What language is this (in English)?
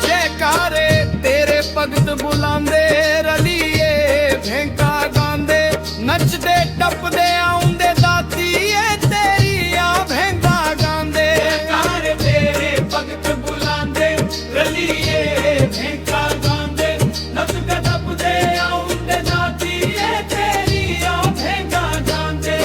Dogri